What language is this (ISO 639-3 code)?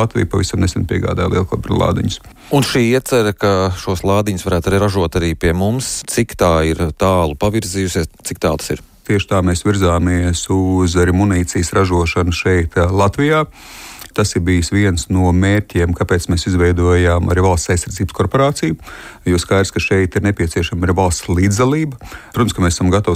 lav